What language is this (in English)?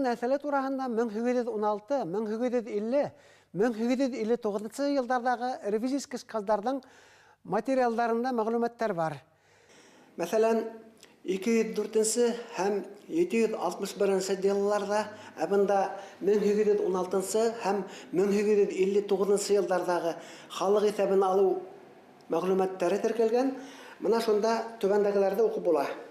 Bashkir